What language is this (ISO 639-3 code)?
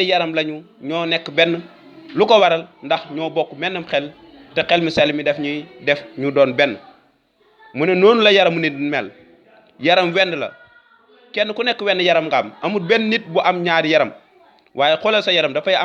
wol